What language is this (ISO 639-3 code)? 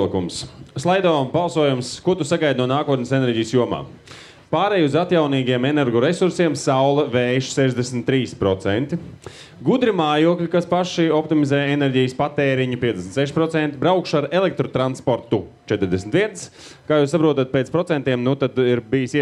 lav